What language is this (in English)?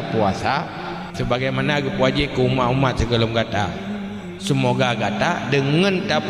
Achinese